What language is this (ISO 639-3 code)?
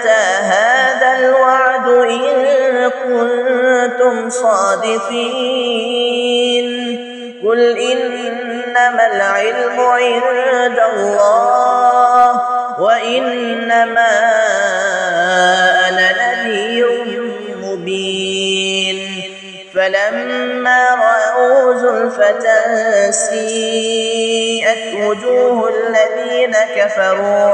ara